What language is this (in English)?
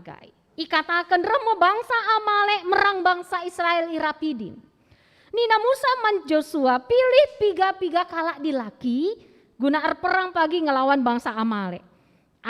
Batak Karo